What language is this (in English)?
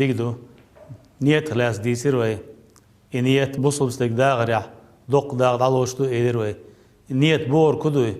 Chechen